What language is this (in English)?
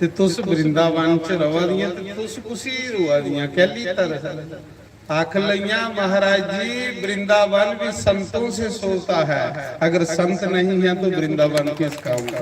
Dogri